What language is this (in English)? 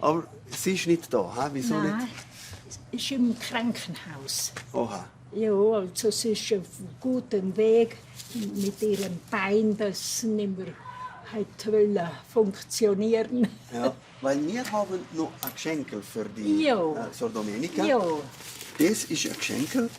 Romansh